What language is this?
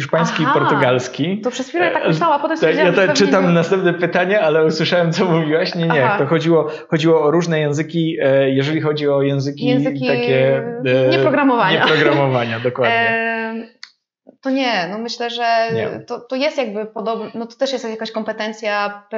Polish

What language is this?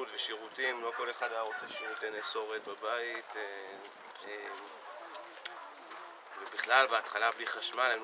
Hebrew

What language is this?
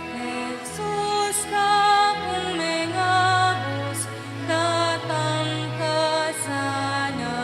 Pampanga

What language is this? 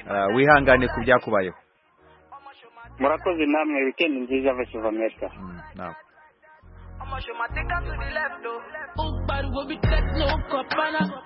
Kinyarwanda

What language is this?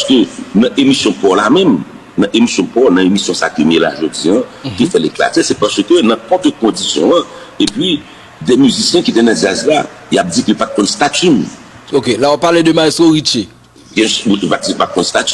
Haitian Creole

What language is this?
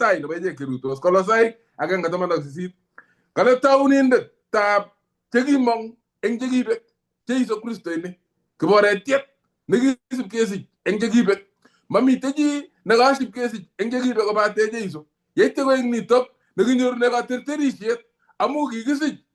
Kalenjin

